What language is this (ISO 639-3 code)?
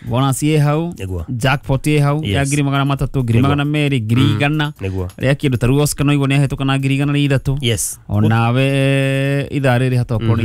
kik